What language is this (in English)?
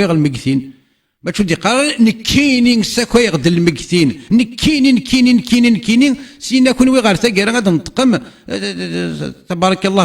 Kabyle